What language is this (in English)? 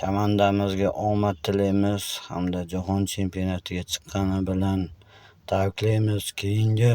Uzbek